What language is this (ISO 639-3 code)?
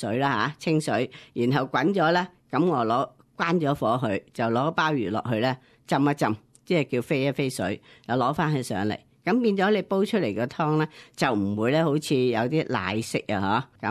yue